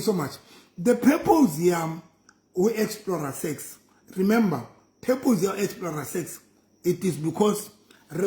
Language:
Southern Sotho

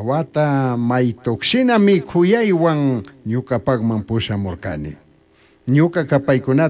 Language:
Chimborazo Highland Quichua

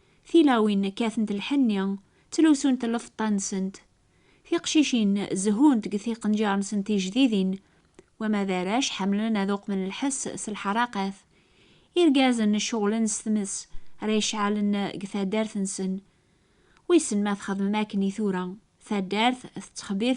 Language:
Kabyle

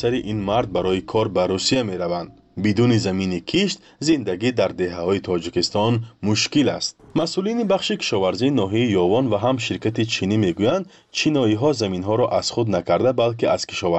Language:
Persian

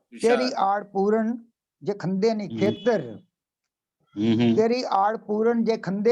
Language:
Dogri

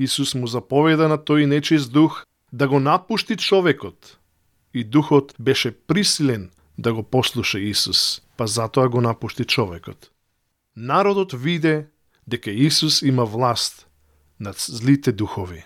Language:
Macedonian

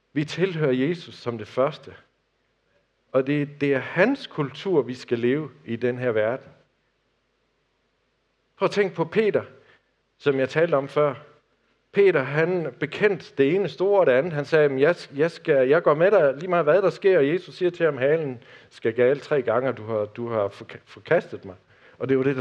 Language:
Danish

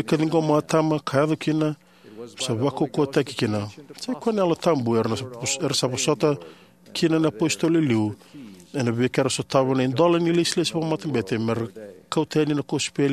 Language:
Fijian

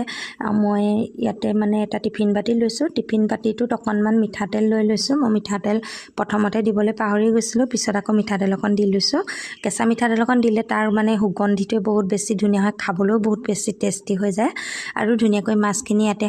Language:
Assamese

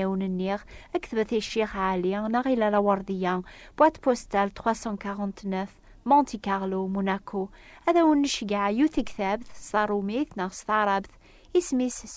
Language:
Kabyle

